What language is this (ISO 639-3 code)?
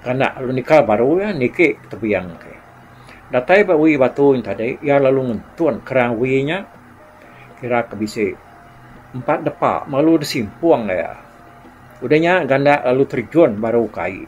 iba